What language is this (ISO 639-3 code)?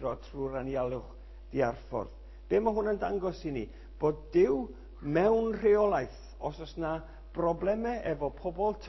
cym